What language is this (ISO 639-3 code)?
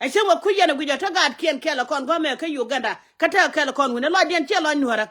nus